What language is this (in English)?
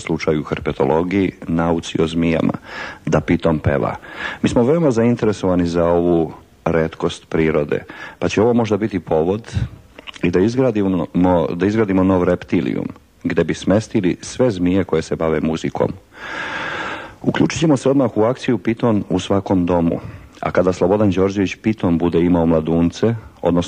Serbian